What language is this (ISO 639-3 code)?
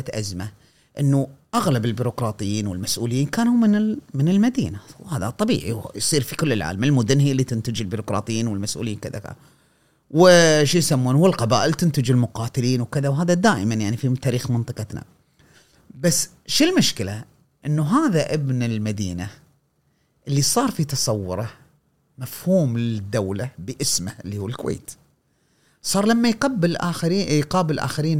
afb